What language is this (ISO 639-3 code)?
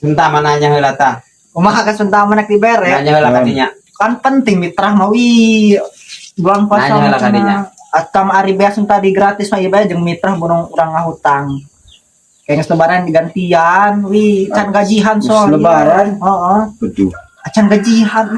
sun